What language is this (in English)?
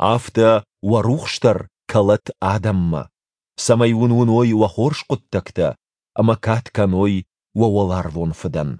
Ossetic